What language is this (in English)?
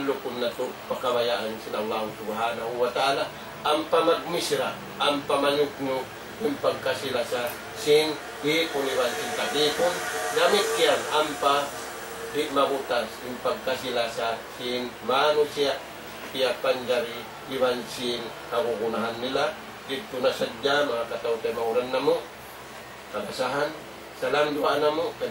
Tausug